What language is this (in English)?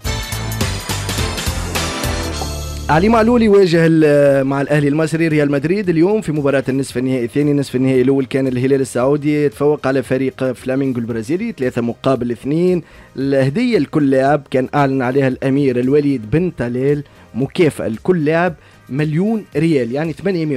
Tunisian Arabic